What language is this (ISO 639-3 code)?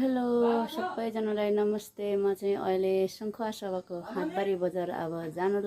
nep